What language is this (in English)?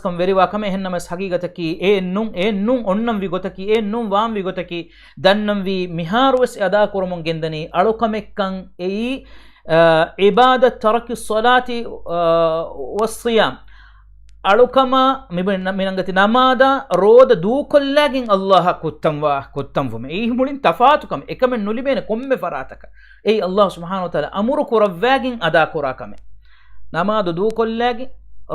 Divehi